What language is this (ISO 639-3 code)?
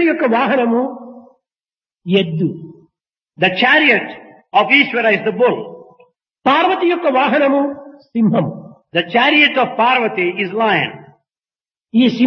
tel